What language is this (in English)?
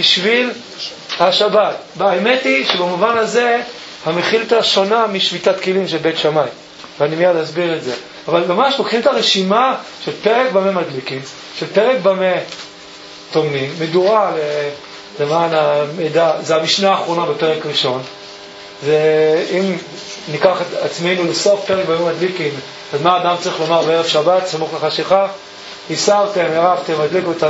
Hebrew